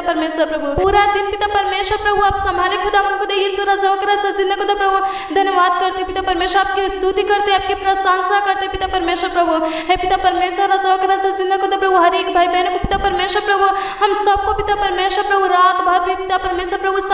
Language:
Hindi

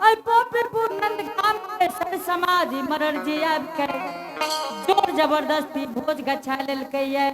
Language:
Angika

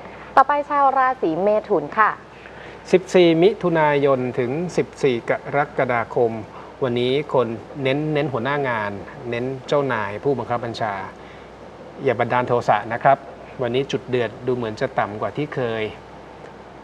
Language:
Thai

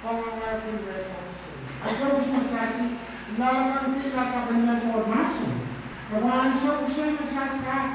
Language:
Pohnpeian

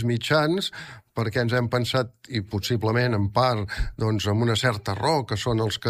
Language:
Catalan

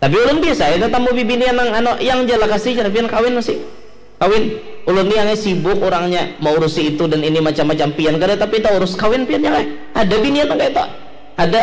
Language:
Banjar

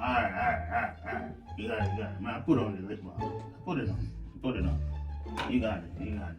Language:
Jamaican Creole English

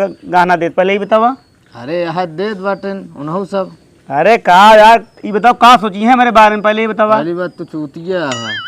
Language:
Awadhi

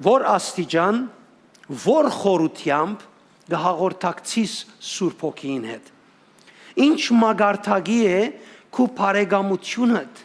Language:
Western Armenian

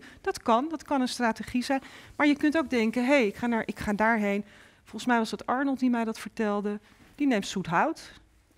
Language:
Dutch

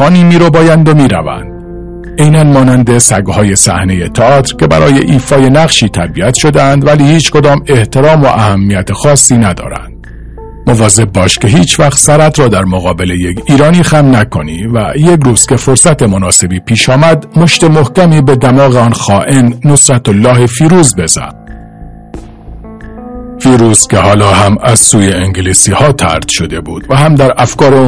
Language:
Persian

